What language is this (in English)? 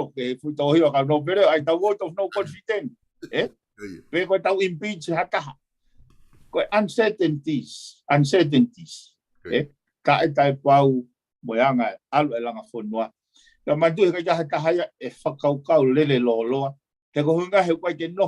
Tongan